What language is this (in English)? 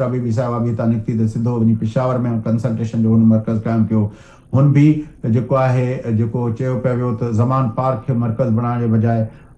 Sindhi